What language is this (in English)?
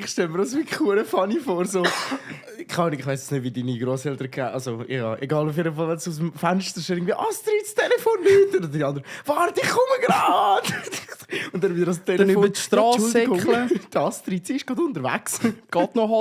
Swiss German